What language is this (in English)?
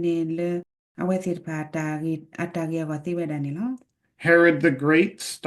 S'gaw Karen